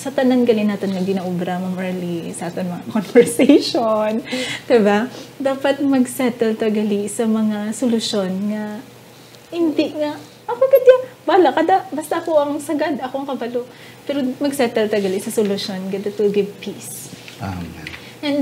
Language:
Hiligaynon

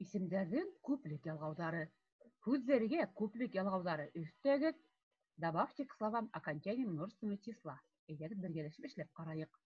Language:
Bashkir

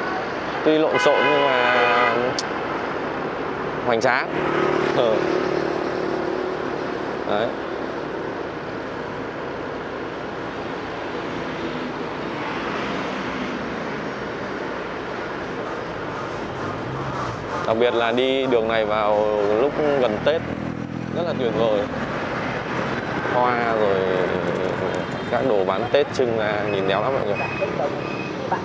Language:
Vietnamese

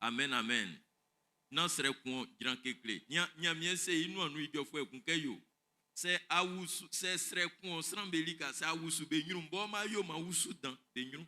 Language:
Baoulé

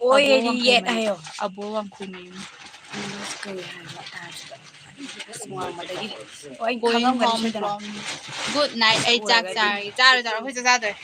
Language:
Manipuri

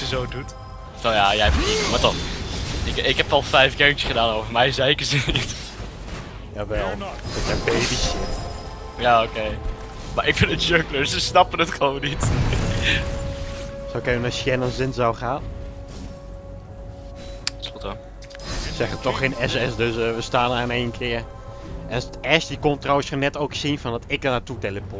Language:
Dutch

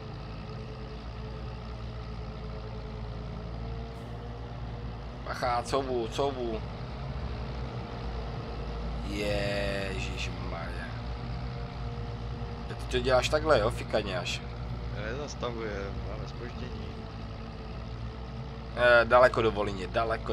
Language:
Czech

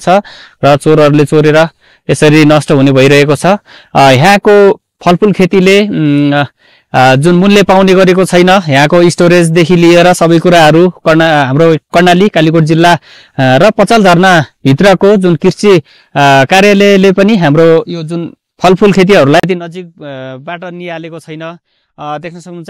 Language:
Nepali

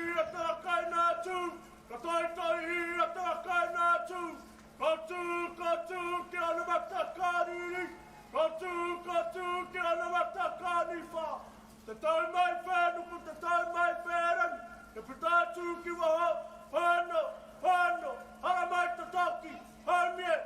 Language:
Māori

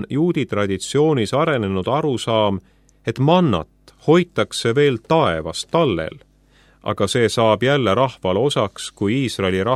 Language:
Estonian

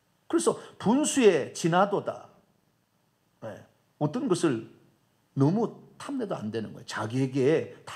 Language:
Korean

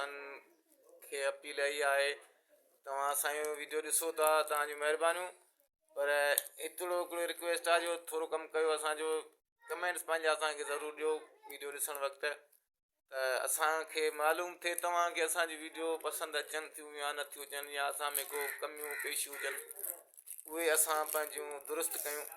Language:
Sindhi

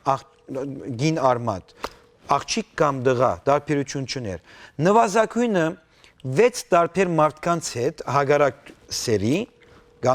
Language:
Western Armenian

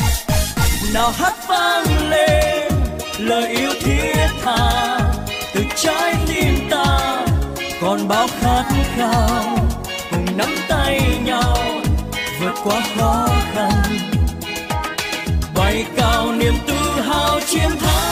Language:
Vietnamese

